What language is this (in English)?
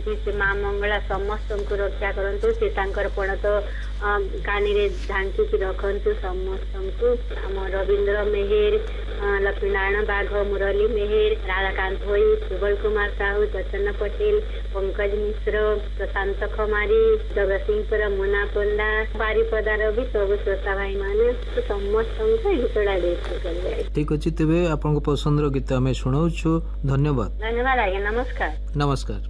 Odia